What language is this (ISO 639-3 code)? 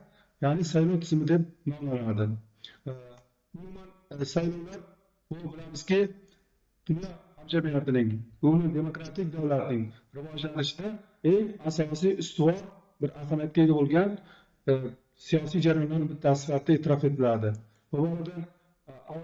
uzb